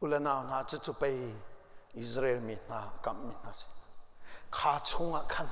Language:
Hakha Chin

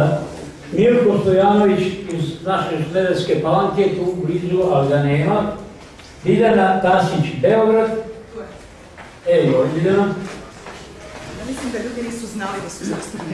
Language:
Serbian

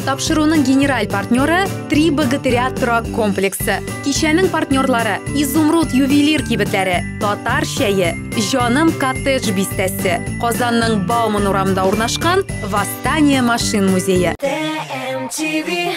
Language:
Tatar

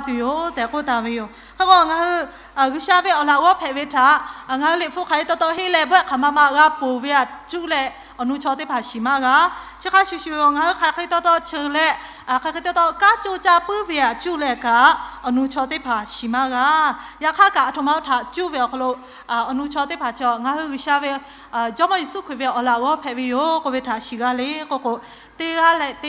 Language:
Lahu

